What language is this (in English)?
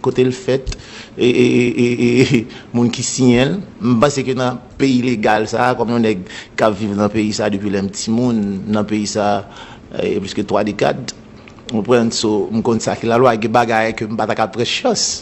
Haitian Creole